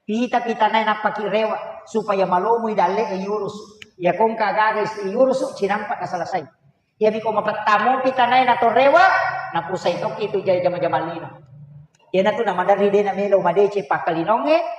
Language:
Buginese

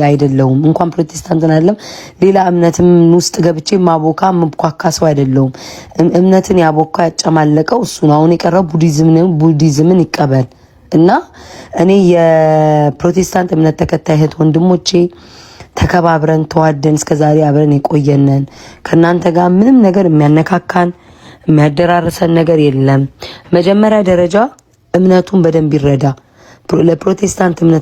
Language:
Amharic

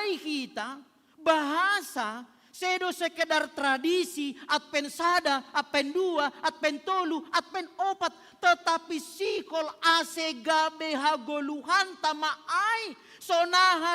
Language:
Batak Simalungun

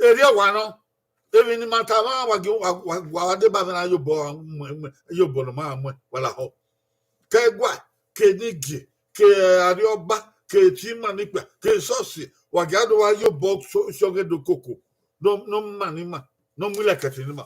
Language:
Bini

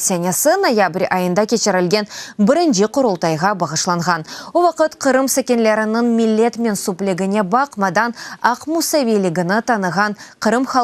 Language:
Crimean Tatar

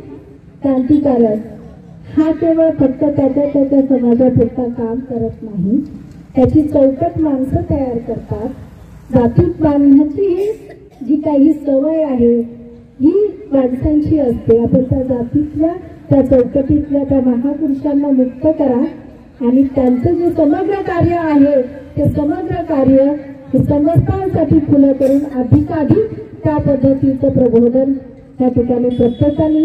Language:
Marathi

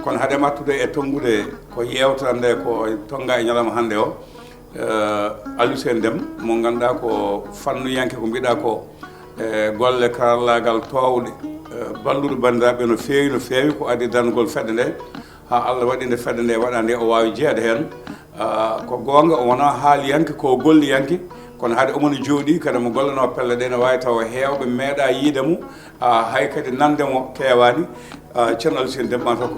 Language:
Fula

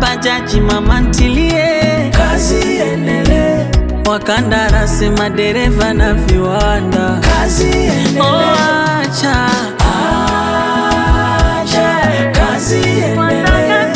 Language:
Swahili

